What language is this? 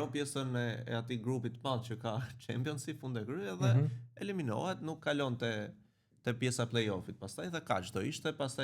Albanian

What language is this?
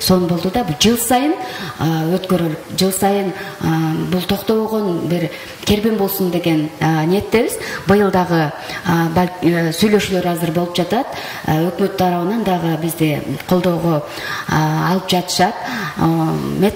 Kyrgyz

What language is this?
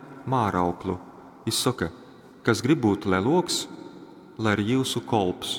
Latgalian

